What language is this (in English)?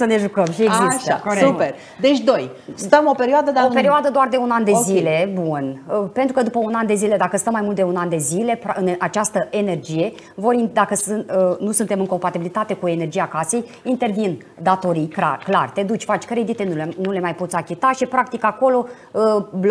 Romanian